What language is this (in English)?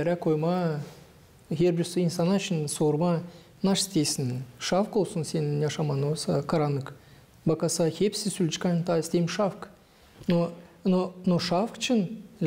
Gagauz